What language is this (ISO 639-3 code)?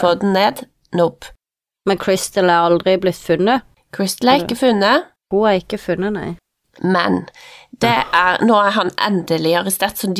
nor